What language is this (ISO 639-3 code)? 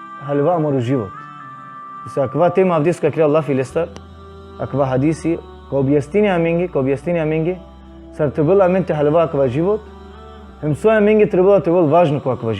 rmn